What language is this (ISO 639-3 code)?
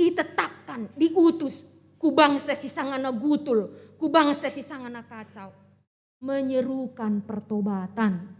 btx